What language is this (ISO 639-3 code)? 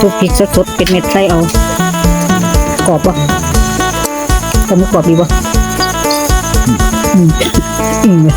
lao